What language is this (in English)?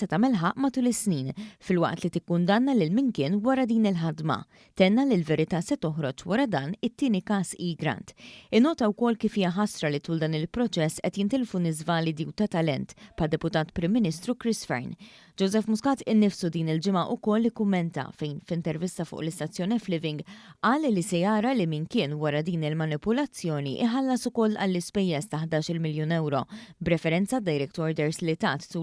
Maltese